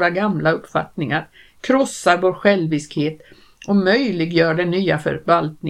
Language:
Swedish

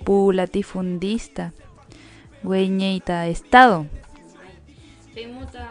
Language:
Mapuche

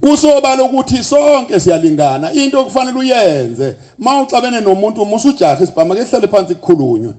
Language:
Zulu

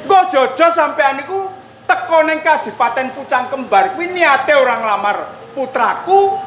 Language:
Javanese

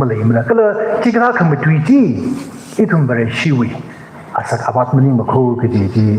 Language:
Tangkhul Naga (India)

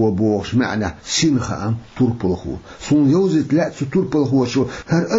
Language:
Chechen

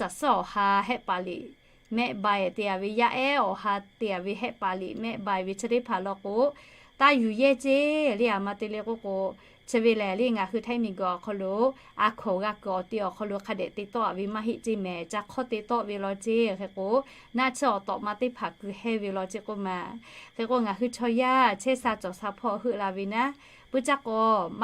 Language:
Lahu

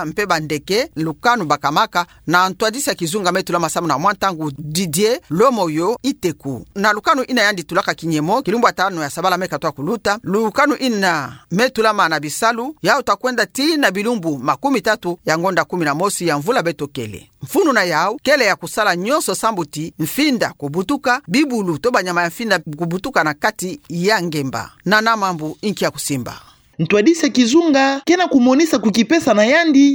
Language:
Kituba (Democratic Republic of Congo)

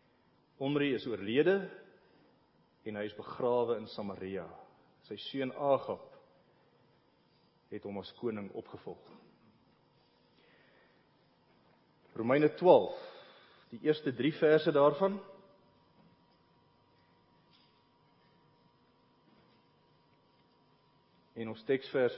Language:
Afrikaans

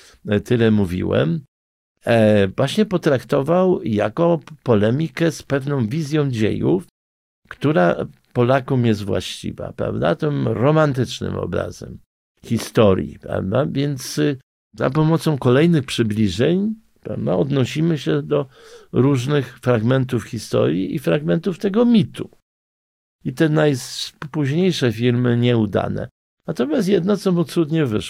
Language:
Polish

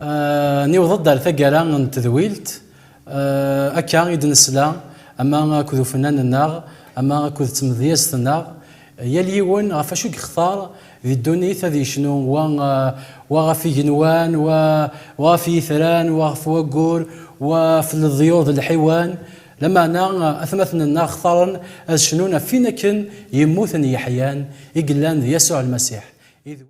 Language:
Kabyle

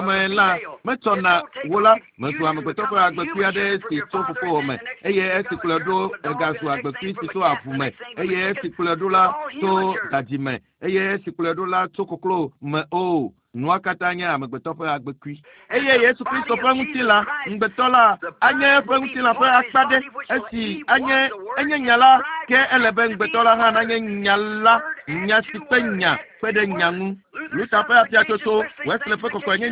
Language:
Ewe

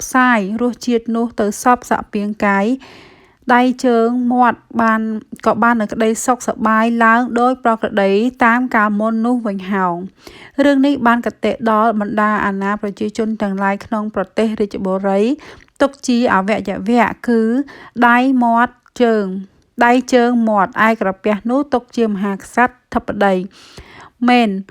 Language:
Khmer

